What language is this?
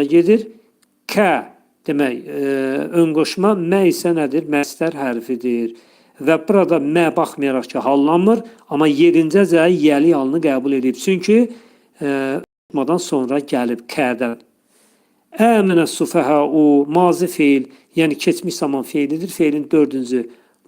Azerbaijani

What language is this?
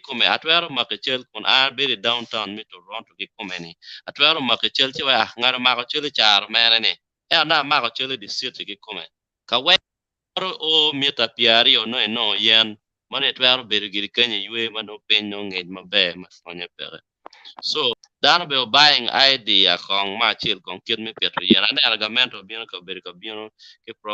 Acoli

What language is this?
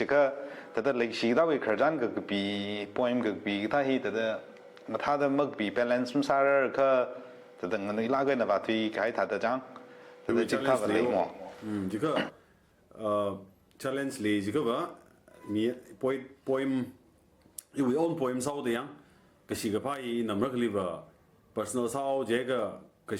Tangkhul Naga (India)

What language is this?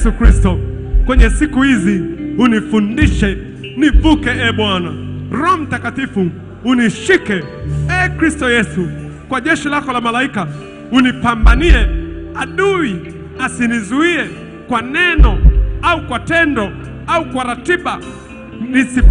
Swahili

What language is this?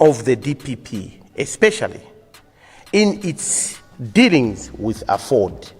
Nyanja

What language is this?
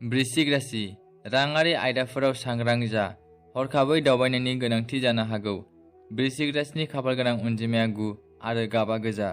Bodo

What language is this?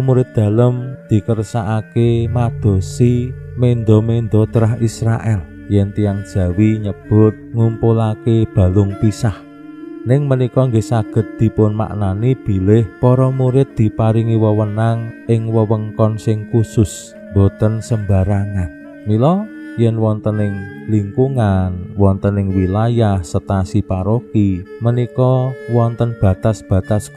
Javanese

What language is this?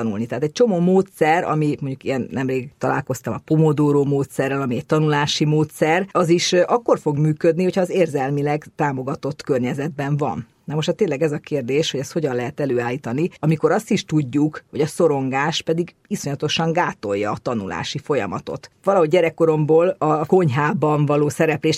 Hungarian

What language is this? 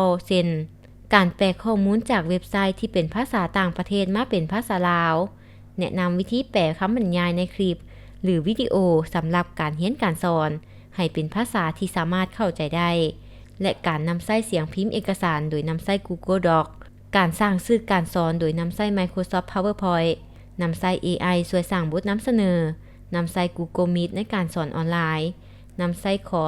Lao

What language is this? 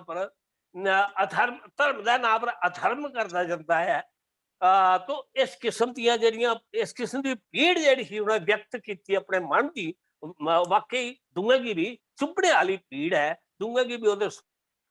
Dogri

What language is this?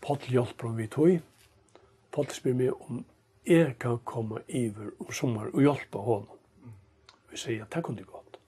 Faroese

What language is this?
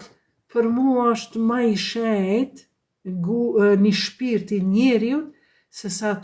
Albanian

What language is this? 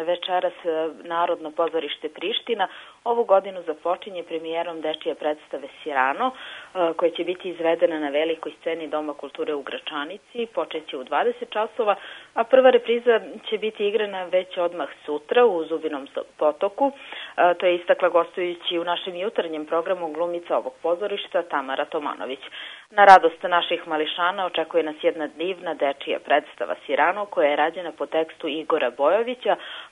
Serbian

